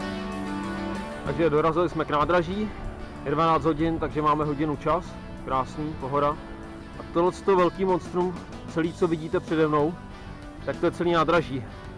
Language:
Czech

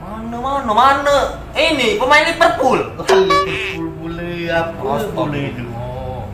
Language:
Musi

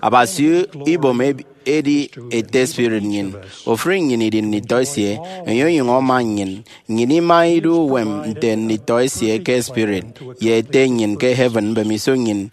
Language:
Efik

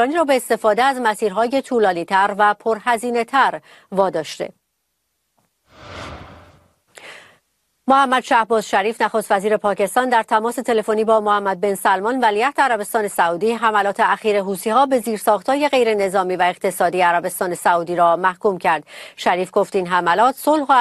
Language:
Persian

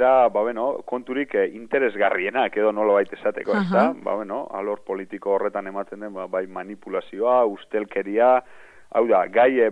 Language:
Basque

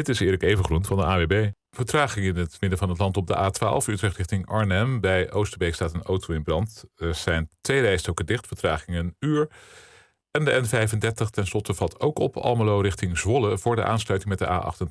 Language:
Dutch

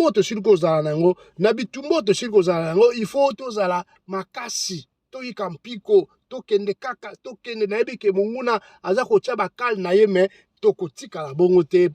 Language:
Lingala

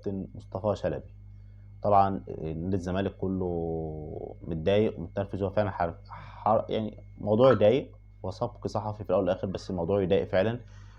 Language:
Egyptian Arabic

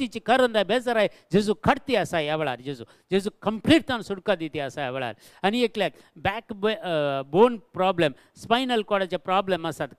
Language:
Konkani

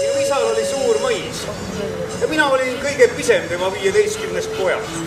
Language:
Estonian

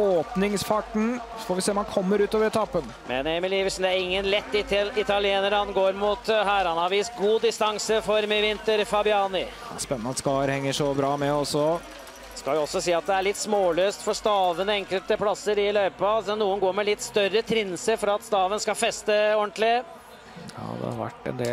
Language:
Norwegian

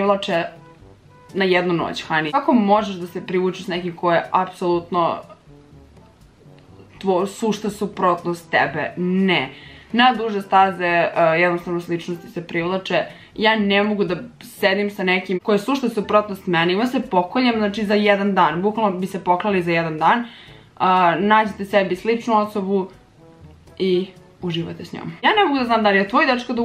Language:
Serbian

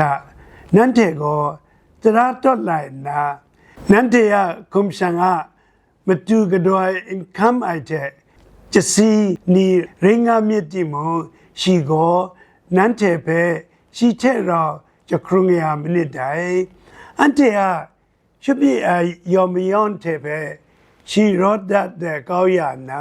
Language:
Kachin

